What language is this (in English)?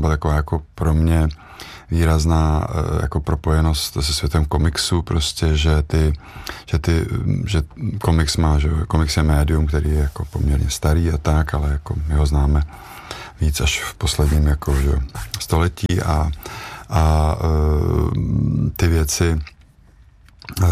Czech